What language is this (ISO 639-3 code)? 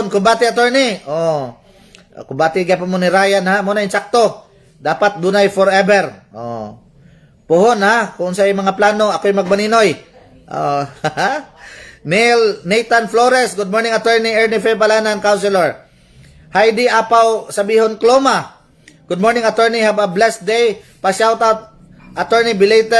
ceb